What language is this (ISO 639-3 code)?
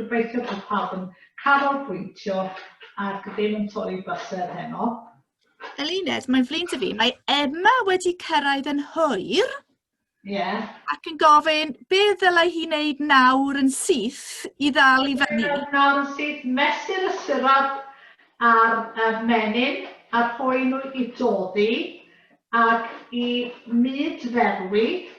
cym